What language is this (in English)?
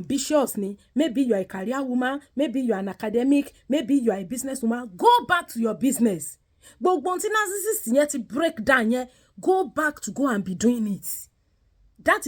Yoruba